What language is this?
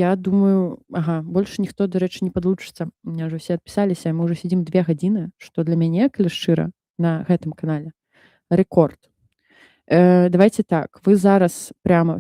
Belarusian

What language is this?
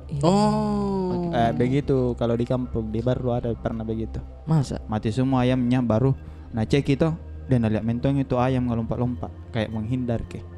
Makassar Malay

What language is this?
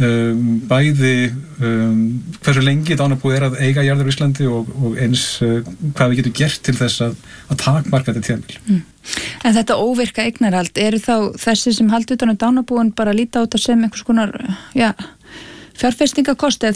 Icelandic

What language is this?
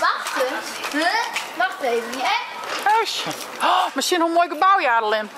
Western Frisian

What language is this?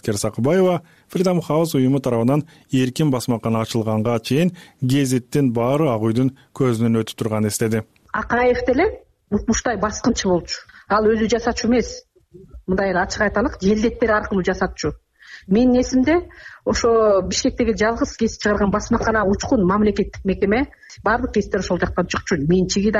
Kyrgyz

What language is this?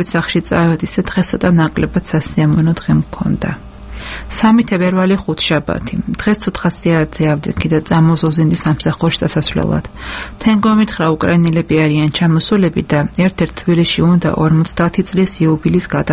Georgian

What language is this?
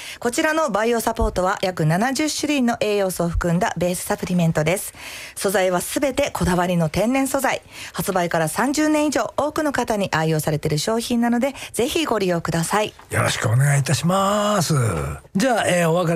Japanese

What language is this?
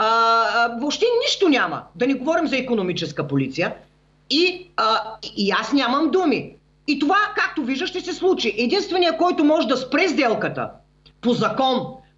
Bulgarian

